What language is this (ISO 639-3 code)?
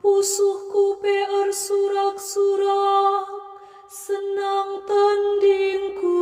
btx